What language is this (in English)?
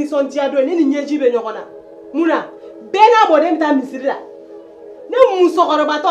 Bambara